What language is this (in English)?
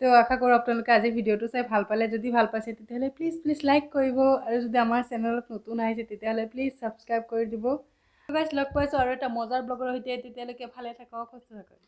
Assamese